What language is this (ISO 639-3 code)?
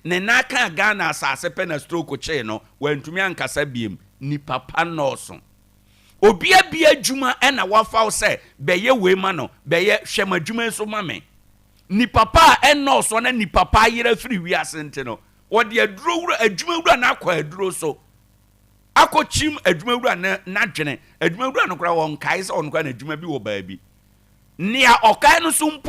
aka